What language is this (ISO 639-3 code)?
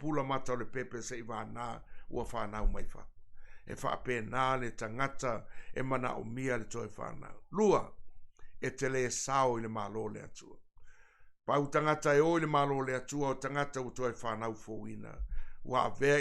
smo